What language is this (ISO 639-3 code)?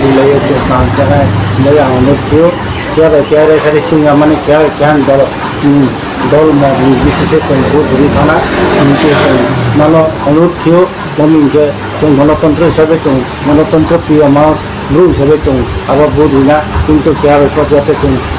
ria